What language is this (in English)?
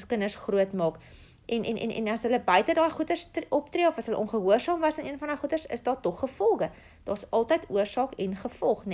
Afrikaans